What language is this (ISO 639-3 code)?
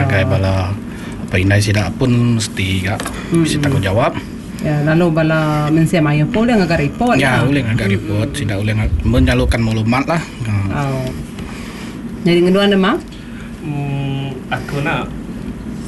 iba